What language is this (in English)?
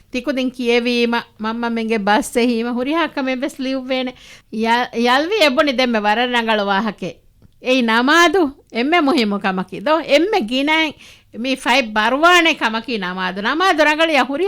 Divehi